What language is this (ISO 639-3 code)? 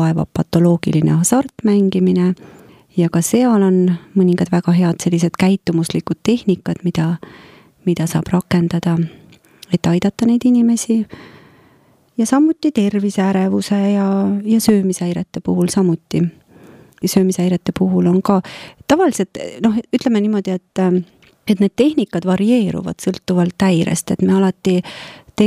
est